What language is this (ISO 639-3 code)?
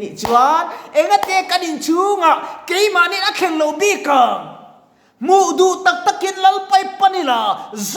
lus